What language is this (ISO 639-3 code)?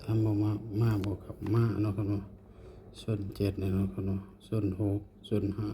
tts